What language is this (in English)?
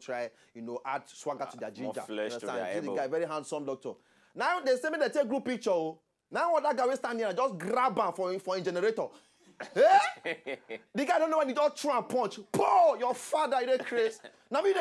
Nigerian Pidgin